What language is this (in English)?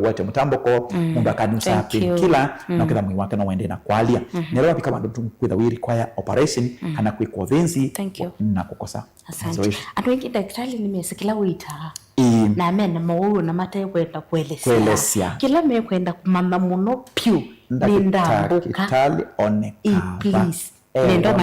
Kamba